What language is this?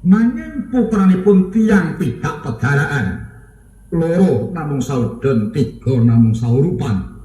Javanese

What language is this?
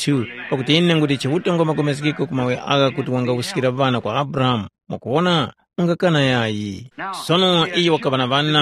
Tumbuka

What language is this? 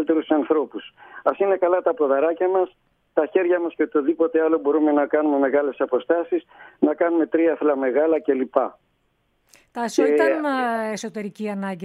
Greek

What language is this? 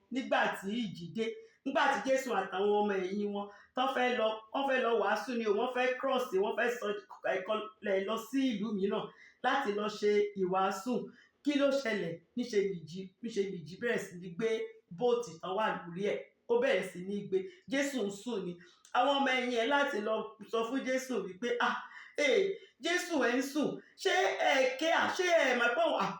Yoruba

